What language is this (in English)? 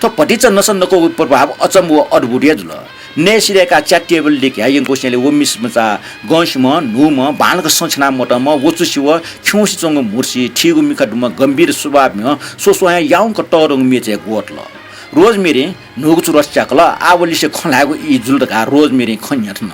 Newari